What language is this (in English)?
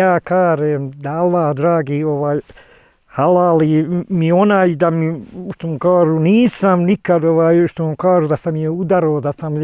Bosnian